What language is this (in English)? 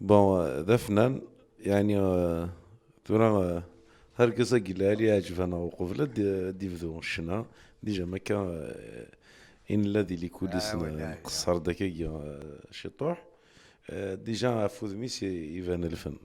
Kabyle